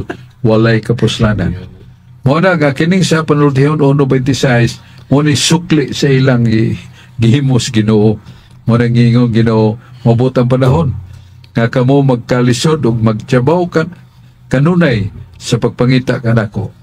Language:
Cebuano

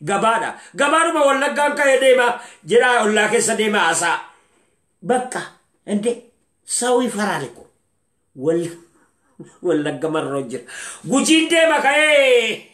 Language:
Oromo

